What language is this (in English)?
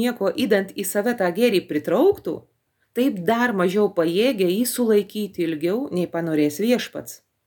Lithuanian